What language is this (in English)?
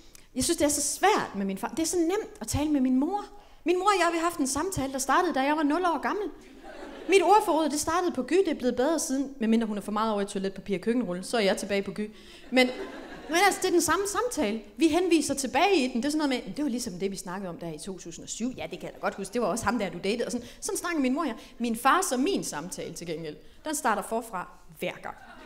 Danish